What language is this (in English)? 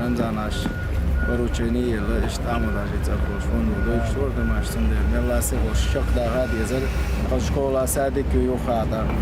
Chechen